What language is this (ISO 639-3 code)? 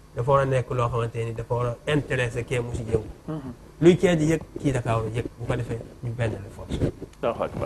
wol